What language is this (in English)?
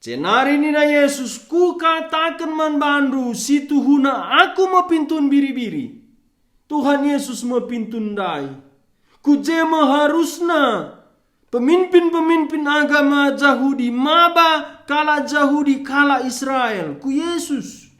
Batak Karo